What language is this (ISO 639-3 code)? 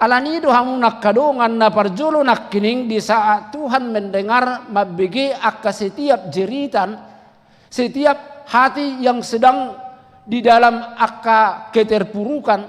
bbc